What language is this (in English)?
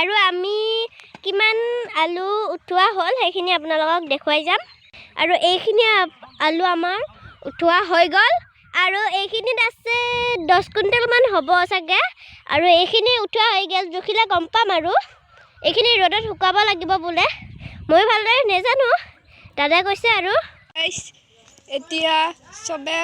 Assamese